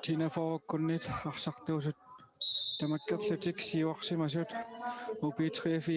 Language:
Kalaallisut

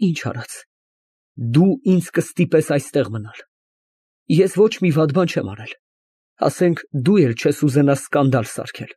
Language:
Armenian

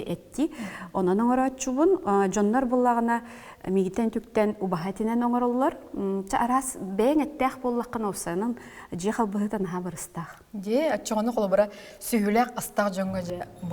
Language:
Yakut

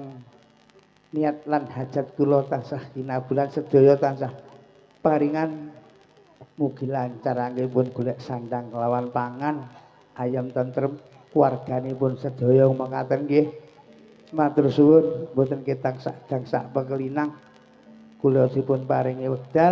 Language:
Javanese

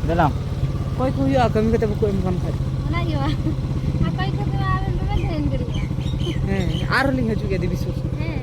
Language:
Santali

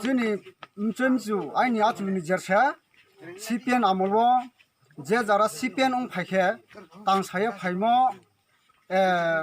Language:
Riang (India)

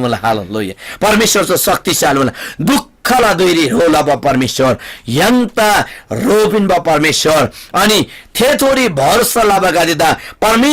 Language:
Eastern Tamang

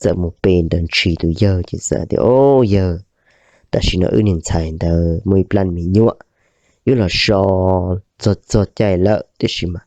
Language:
Hmong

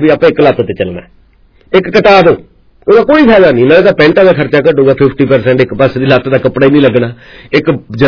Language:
Punjabi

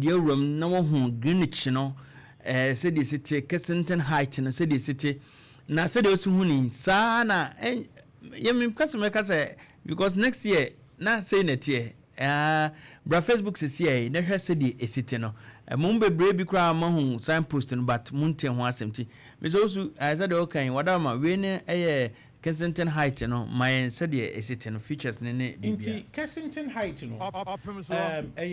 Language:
Akan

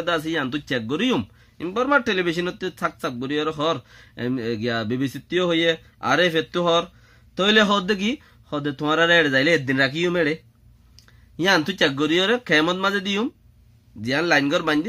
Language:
Rohingya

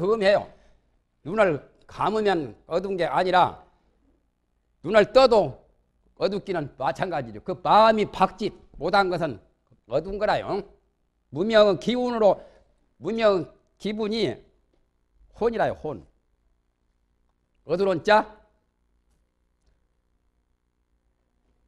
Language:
Korean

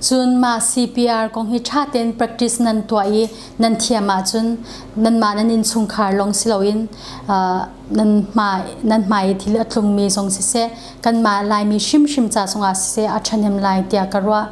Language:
Hakha Chin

